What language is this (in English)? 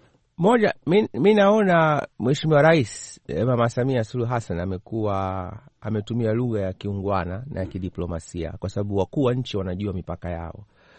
Swahili